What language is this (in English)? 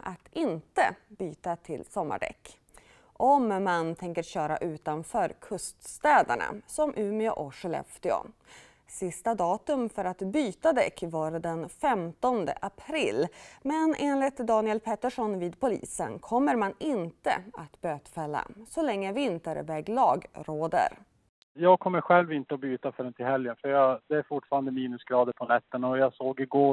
Swedish